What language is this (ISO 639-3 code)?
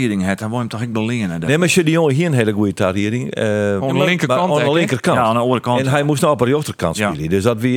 fry